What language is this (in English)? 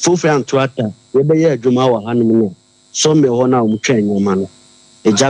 Akan